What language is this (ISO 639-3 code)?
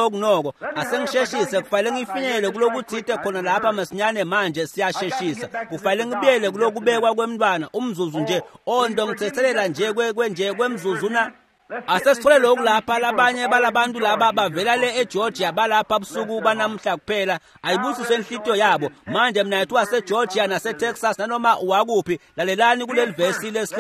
ssw